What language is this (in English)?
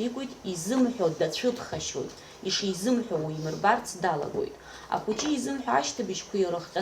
Abkhazian